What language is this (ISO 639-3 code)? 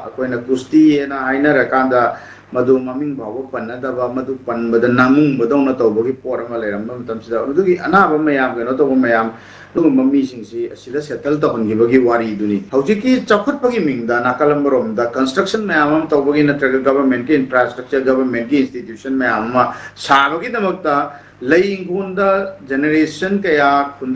mni